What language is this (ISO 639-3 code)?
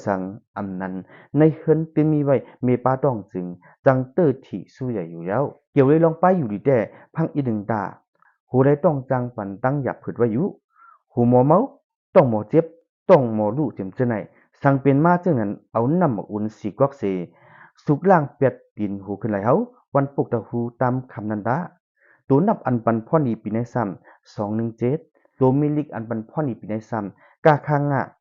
shn